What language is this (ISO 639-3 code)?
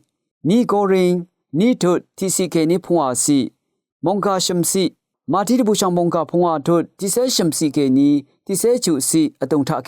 raw